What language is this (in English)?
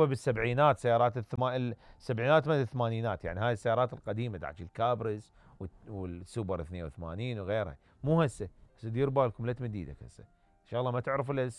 Mesopotamian Arabic